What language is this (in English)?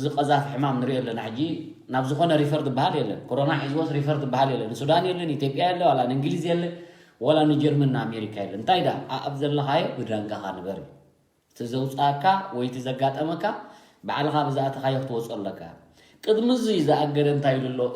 Tigrinya